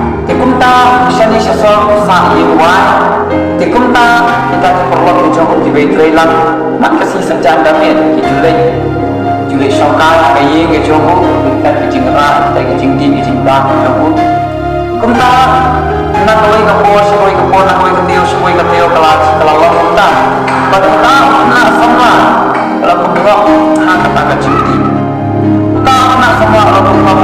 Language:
Khasi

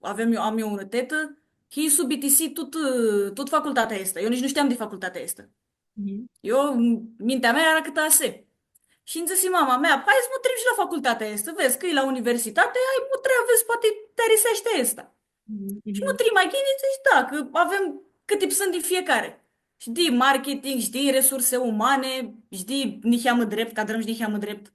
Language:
Aromanian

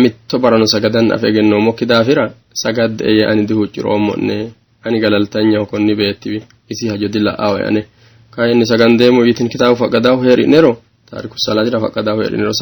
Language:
Sidamo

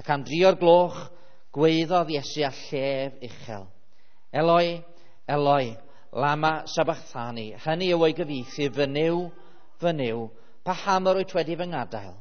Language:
Welsh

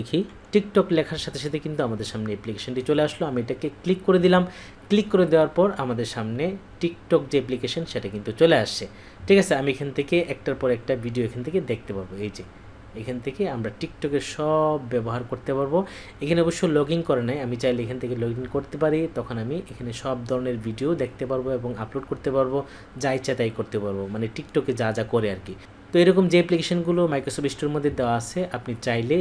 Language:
Bangla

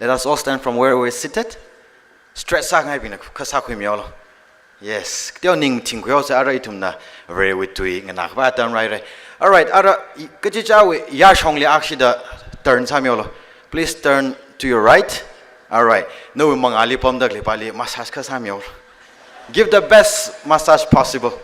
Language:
Tangkhul Naga (India)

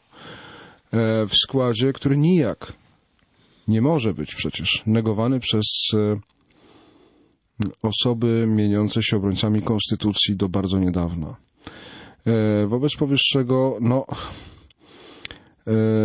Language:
Polish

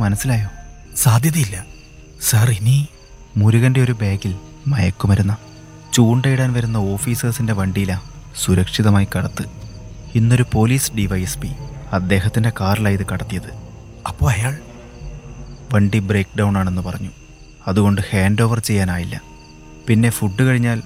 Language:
Malayalam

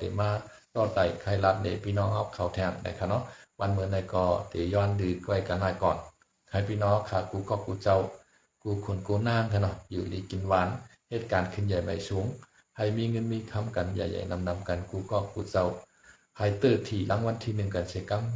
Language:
Shan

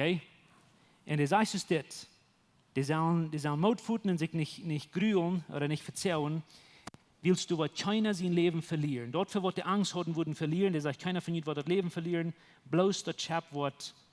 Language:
Plautdietsch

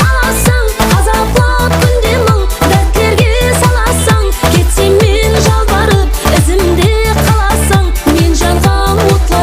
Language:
Kara-Kalpak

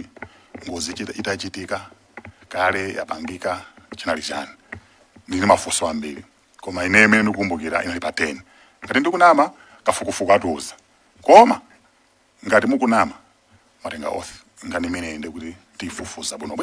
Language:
Nyanja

